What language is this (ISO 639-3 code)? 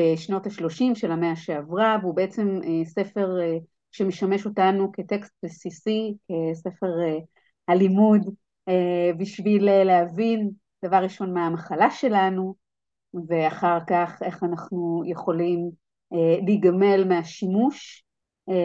heb